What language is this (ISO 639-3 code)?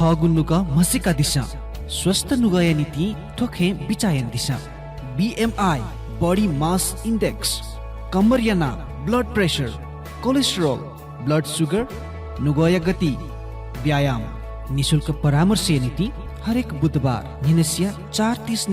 new